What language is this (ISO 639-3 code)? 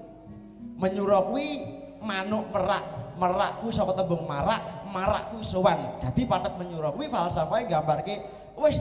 jav